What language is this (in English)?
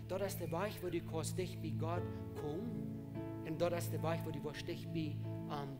Plautdietsch